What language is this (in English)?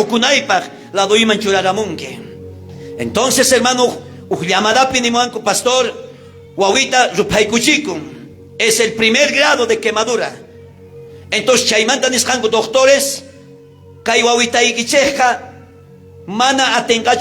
South Bolivian Quechua